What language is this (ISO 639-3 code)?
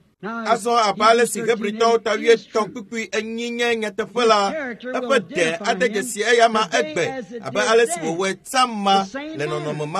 ewe